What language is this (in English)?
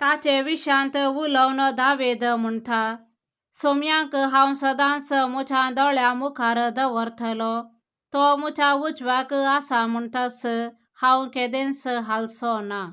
Konkani